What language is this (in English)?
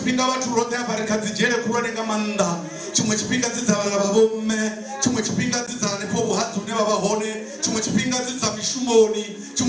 Venda